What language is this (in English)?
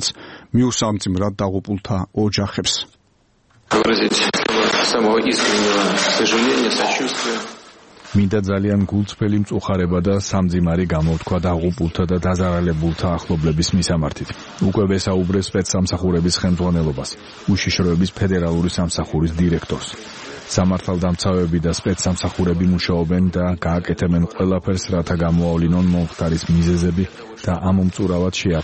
Georgian